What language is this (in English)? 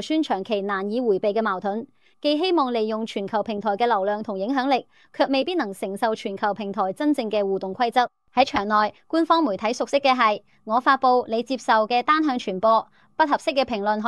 Cantonese